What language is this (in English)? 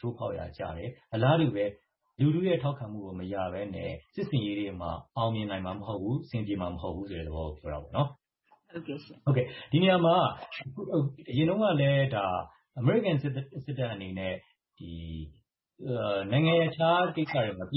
Burmese